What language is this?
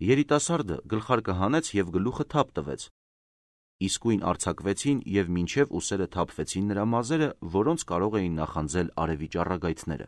Armenian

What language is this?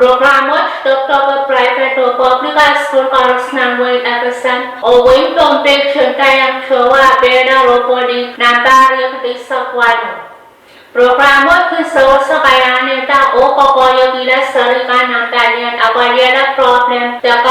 Pohnpeian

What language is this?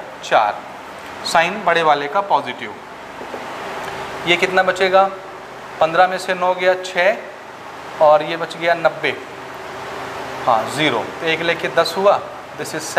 Hindi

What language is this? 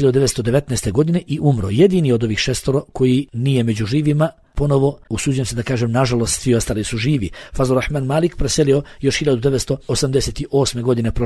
Bosnian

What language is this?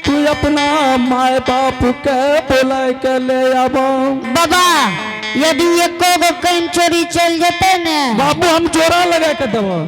Angika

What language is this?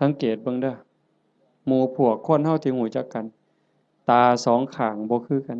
Northeastern Thai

